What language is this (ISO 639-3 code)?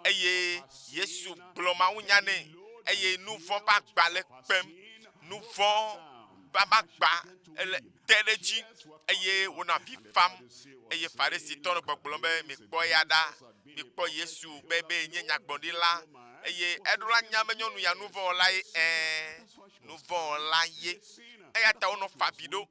ewe